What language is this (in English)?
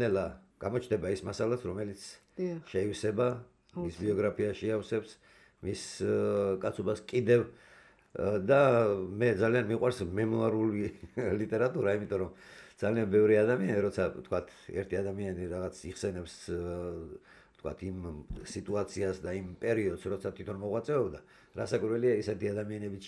Georgian